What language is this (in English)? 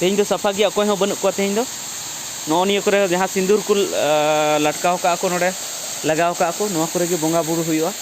Santali